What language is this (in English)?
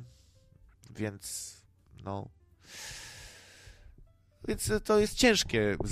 Polish